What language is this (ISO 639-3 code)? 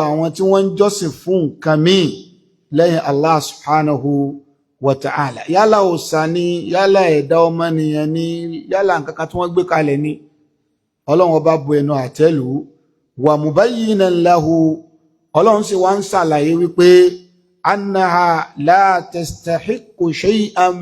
yor